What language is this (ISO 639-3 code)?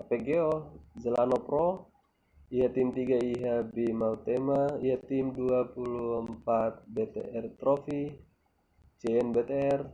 tet